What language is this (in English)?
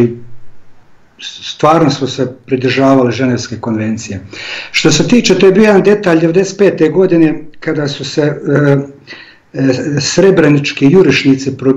Croatian